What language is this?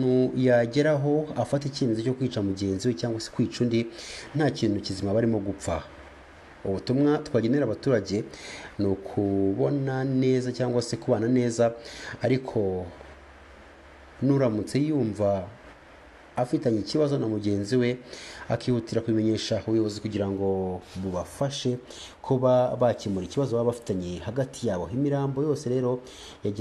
Kinyarwanda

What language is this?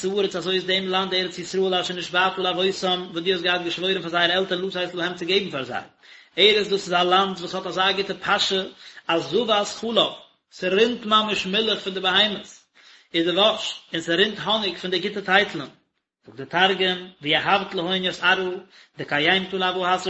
Yiddish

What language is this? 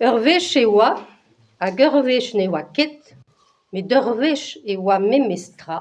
Breton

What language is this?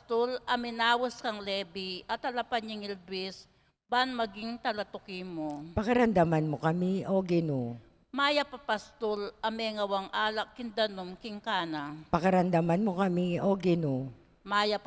Pampanga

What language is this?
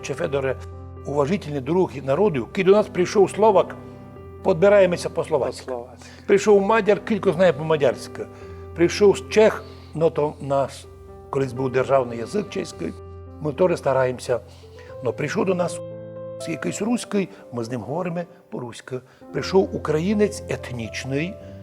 Rusyn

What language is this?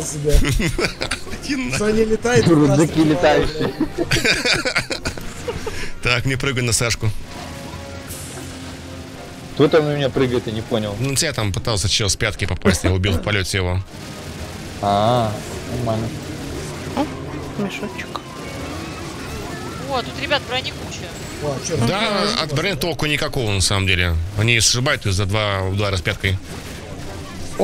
Russian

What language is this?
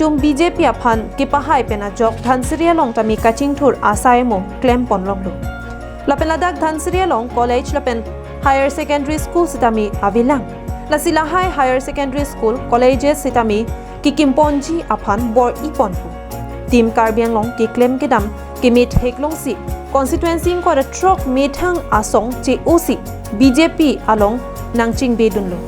Karbi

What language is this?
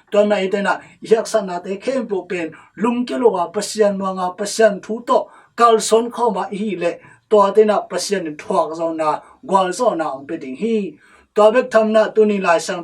Tedim Chin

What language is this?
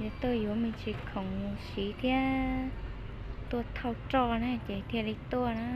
Hmong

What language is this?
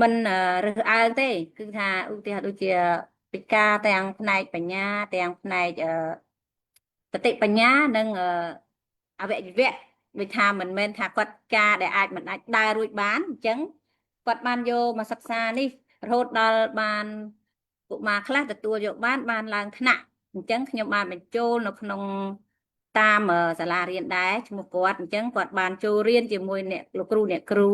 Khmer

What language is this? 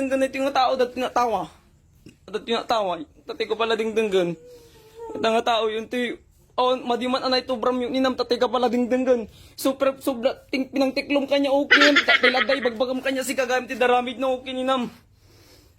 Iloko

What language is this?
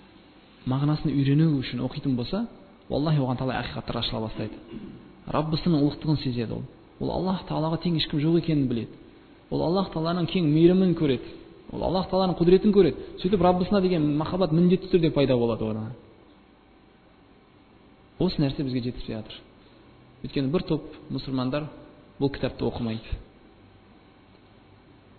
Kazakh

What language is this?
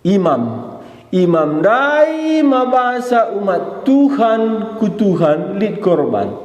Batak Karo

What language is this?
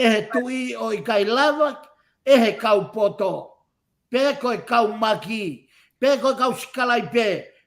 Tongan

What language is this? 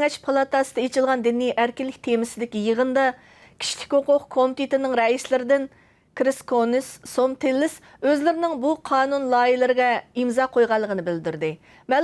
Uyghur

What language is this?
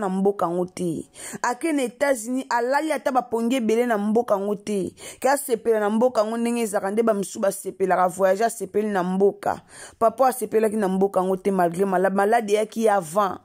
Lingala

